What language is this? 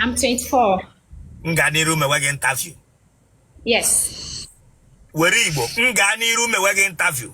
Igbo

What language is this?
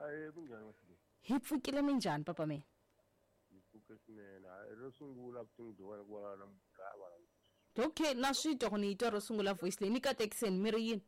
Tsonga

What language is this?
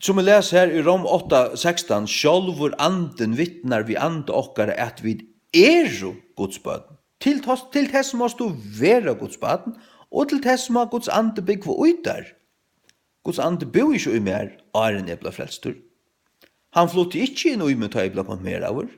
Faroese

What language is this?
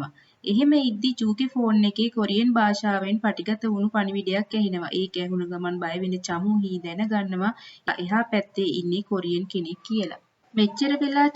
Sinhala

